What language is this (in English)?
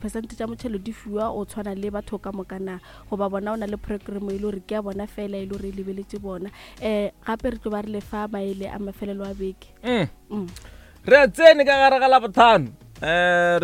Northern Sotho